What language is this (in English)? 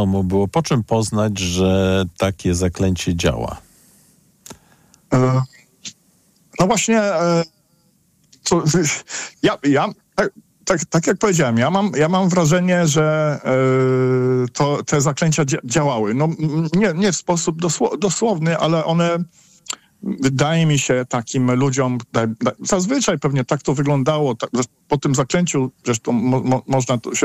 Polish